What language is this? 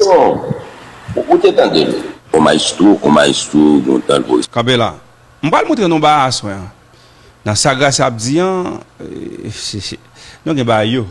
Haitian Creole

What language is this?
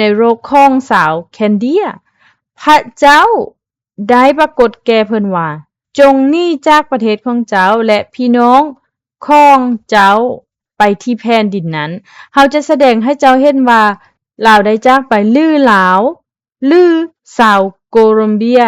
Lao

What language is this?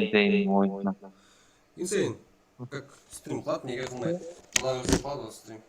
Kara-Kalpak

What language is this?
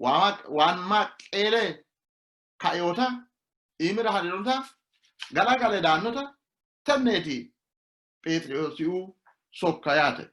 Sidamo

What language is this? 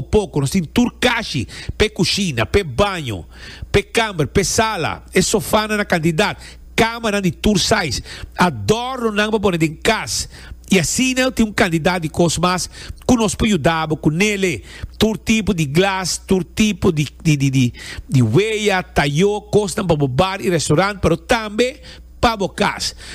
Papiamento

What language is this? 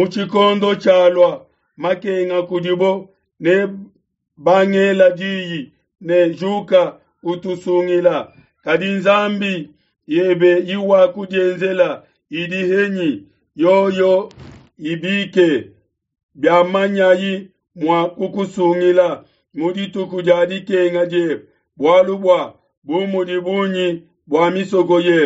Luba-Lulua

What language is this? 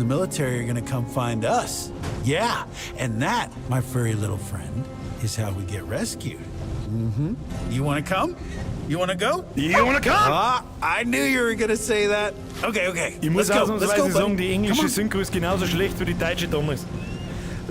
Bavarian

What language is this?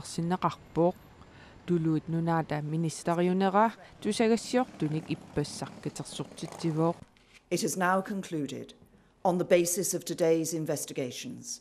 Kalaallisut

